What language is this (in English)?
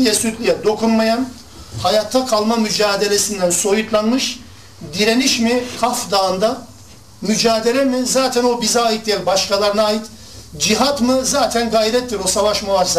Turkish